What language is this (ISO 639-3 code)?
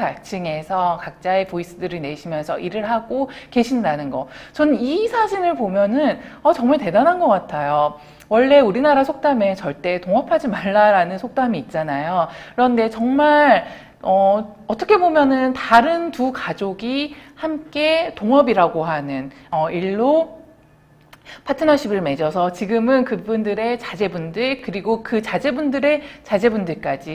kor